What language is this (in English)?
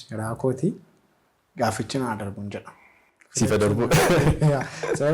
Oromo